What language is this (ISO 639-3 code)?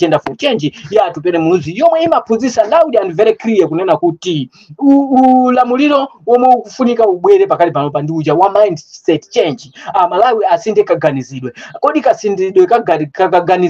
nya